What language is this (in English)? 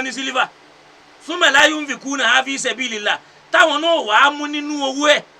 Yoruba